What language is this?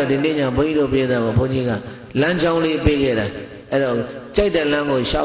Burmese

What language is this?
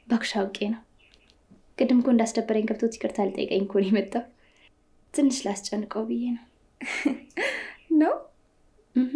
Amharic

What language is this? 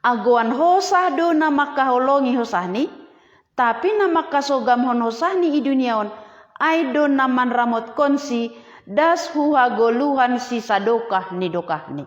Batak Simalungun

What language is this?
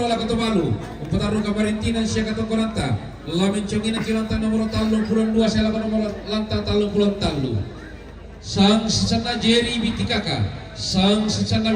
Toraja-Sa'dan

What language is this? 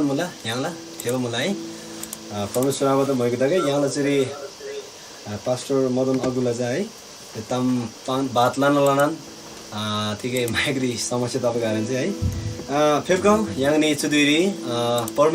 Eastern Tamang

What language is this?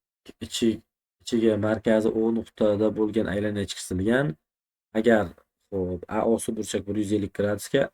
Uzbek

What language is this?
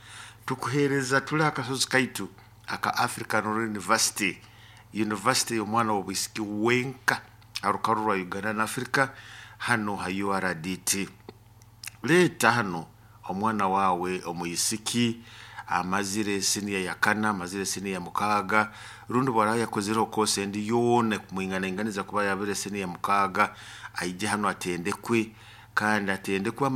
Nyoro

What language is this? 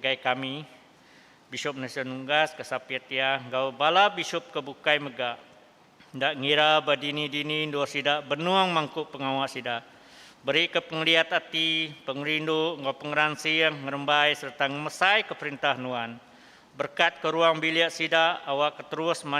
Iban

